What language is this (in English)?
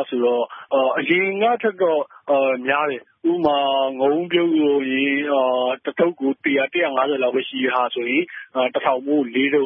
Burmese